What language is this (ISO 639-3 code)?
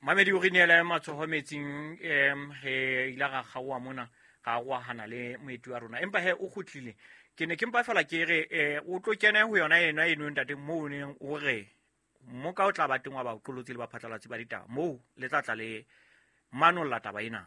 sot